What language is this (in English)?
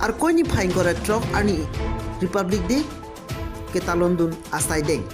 Karbi